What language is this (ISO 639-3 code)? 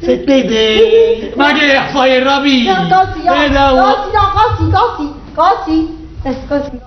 nap